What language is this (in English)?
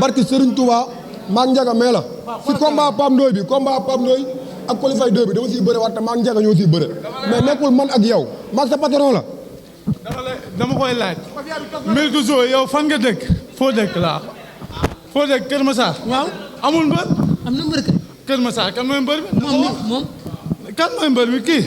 Wolof